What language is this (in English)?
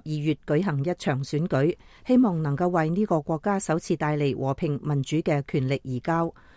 Cantonese